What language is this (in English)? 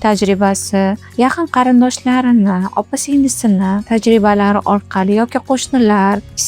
Uzbek